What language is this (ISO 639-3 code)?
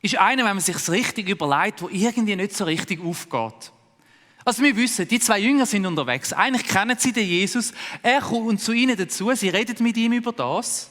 gsw